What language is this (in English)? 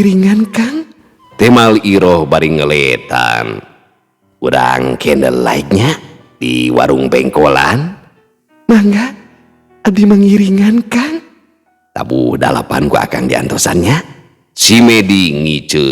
Sundanese